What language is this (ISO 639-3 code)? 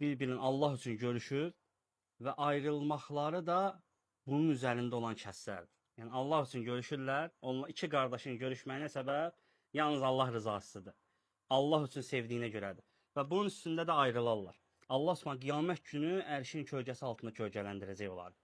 aze